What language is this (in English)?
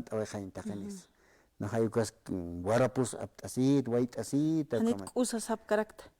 Aymara